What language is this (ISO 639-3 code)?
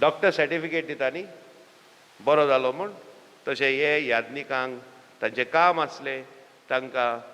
kok